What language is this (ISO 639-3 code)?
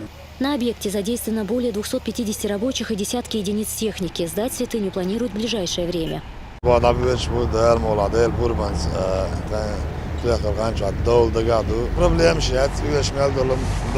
che